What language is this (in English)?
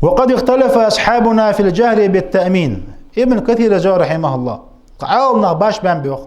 Ingush